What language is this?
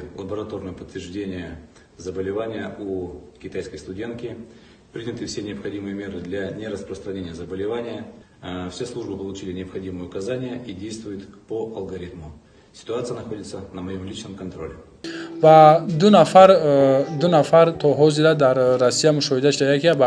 Tajik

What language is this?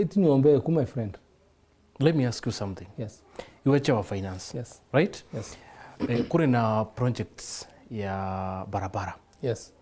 Meru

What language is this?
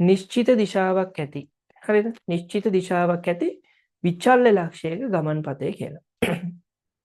Sinhala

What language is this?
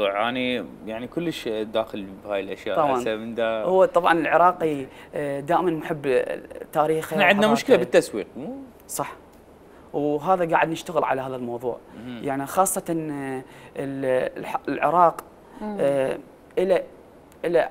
Mesopotamian Arabic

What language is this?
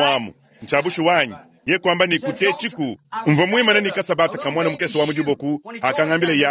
Luba-Lulua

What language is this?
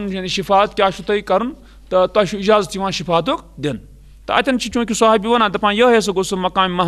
Kashmiri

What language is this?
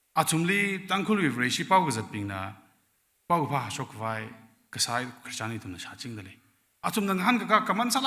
Tangkhul Naga (India)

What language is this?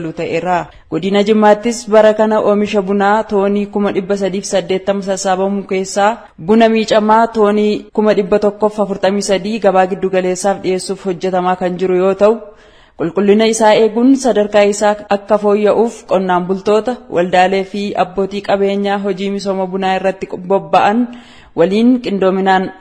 Oromo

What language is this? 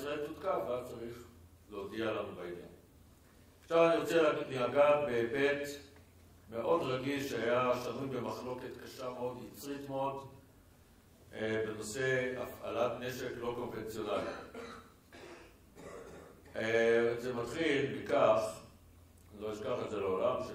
Hebrew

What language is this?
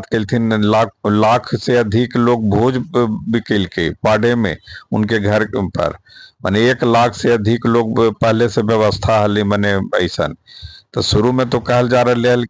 Magahi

